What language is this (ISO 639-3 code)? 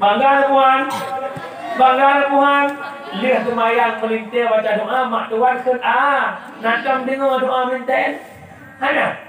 ace